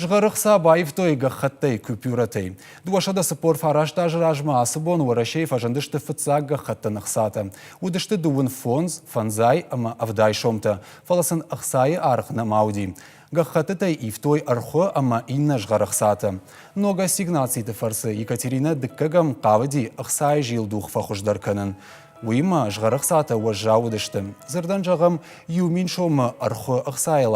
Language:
Ossetic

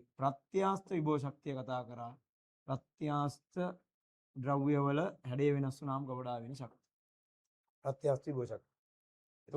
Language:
Sinhala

